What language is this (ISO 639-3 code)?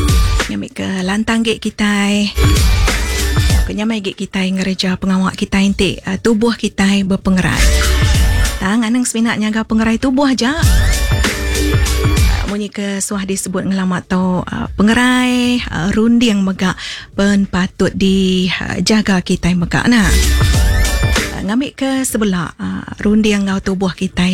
iba